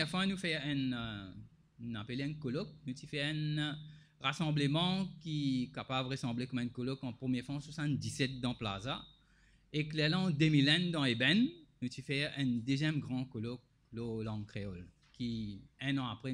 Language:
Morisyen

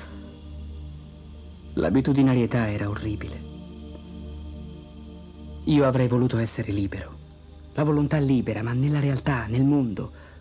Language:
Italian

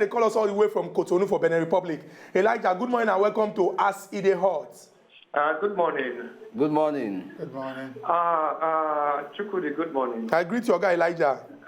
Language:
Nigerian Pidgin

